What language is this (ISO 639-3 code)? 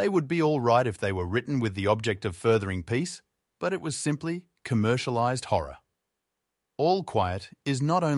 eng